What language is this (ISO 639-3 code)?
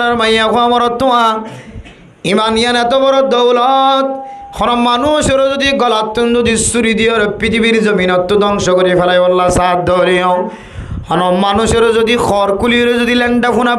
rhg